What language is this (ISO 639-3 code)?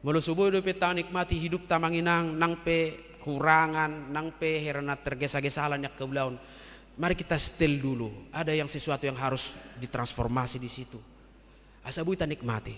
bbc